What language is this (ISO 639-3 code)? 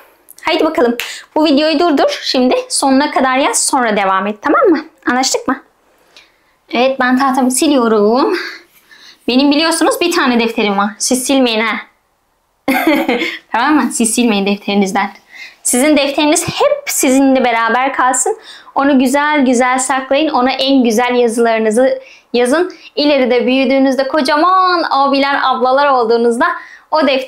tur